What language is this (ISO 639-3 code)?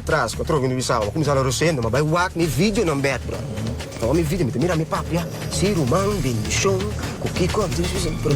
pap